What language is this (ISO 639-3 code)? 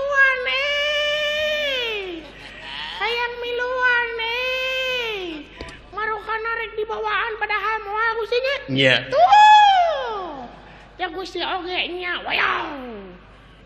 sun